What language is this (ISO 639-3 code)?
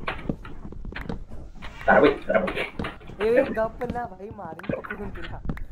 mar